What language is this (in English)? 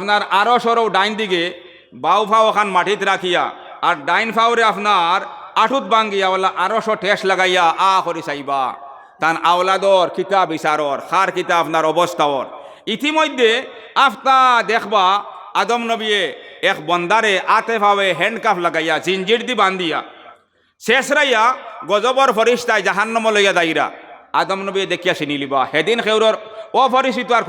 Sylheti